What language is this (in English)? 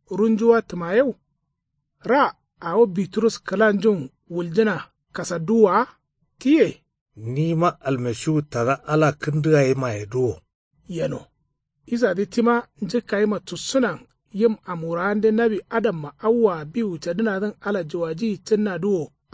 Kanuri